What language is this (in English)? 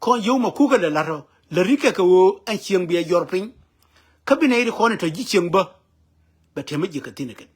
Nuer